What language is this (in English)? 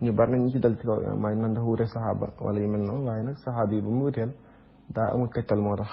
Wolof